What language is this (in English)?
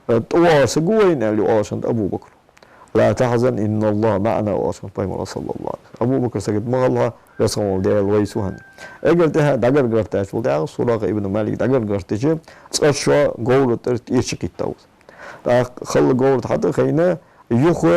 Ingush